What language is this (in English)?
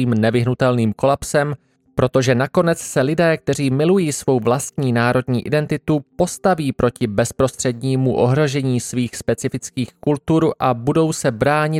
Czech